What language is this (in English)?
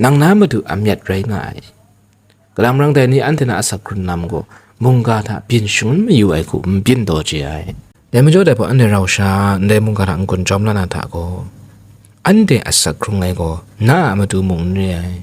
Kachin